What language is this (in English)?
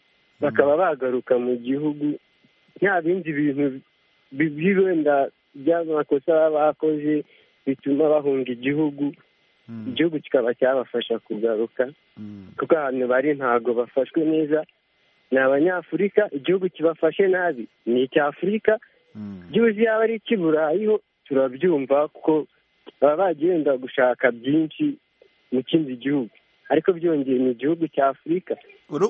Kinyarwanda